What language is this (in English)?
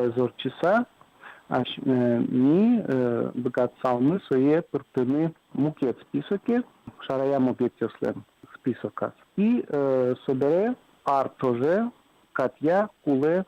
Udmurt